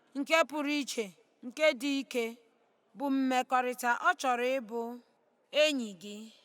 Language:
Igbo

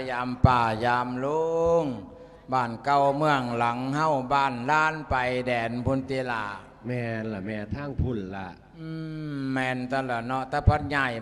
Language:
Lao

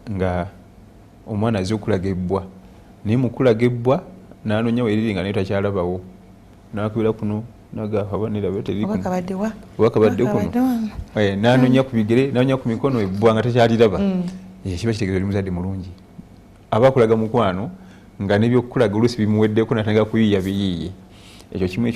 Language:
Ganda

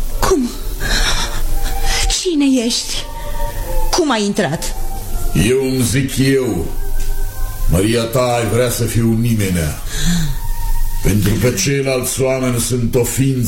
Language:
Romanian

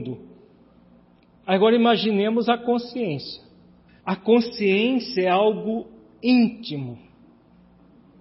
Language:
Portuguese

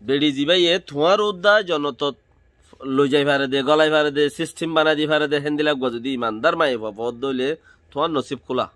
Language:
Rohingya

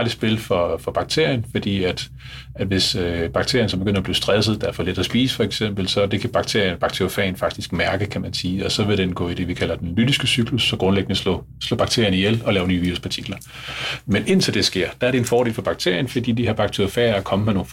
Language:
Danish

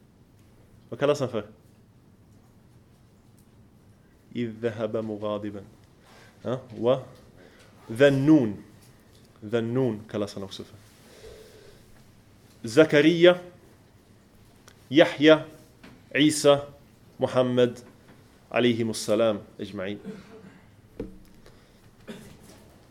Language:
Swedish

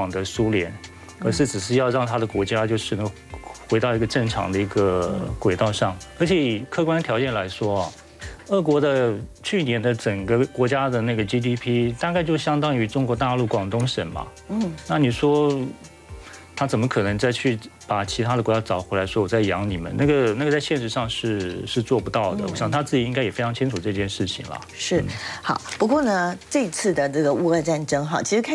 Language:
Chinese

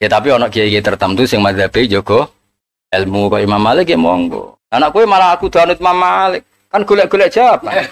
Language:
Javanese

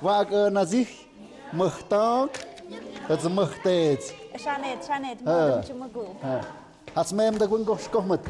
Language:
Tlahuitoltepec Mixe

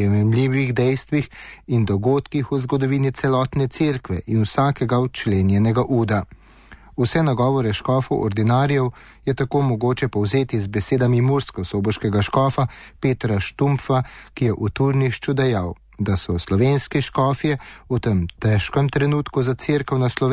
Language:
Slovenian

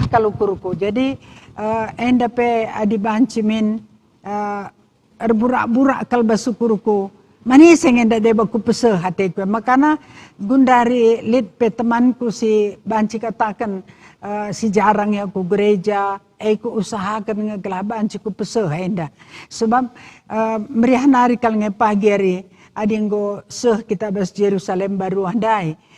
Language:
Batak Karo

